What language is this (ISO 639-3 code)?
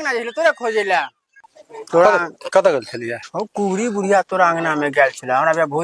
mai